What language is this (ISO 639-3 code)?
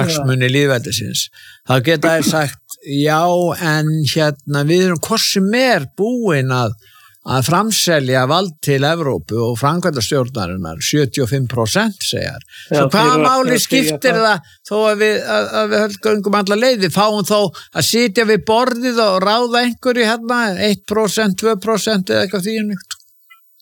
isl